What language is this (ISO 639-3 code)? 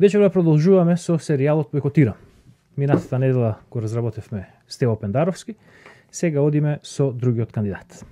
mkd